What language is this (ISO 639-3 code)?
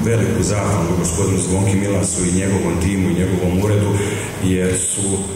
hrv